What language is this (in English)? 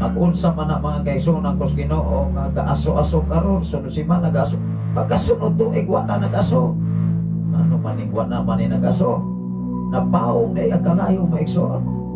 Cebuano